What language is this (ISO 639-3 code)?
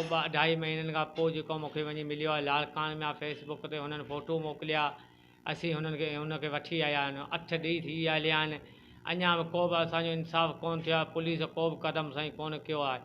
snd